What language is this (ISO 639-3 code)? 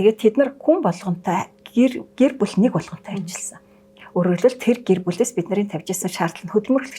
mon